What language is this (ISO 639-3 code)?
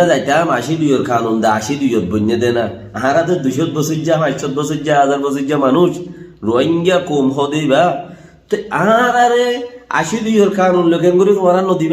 rhg